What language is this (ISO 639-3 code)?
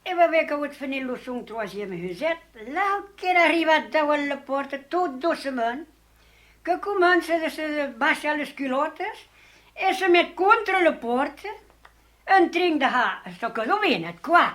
oci